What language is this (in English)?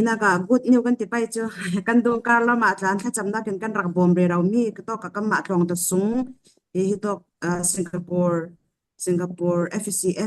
Falam Chin